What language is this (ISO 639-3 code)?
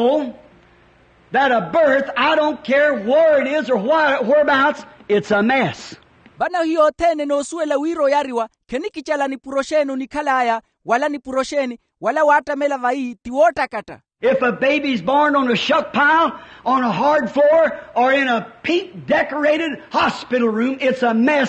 vmw